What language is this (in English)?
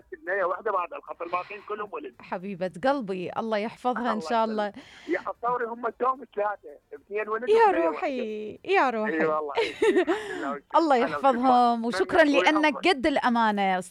Mesopotamian Arabic